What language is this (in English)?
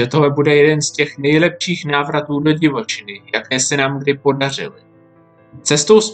Czech